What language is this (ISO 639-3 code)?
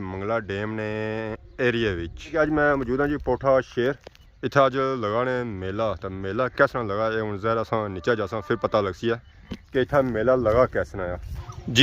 phr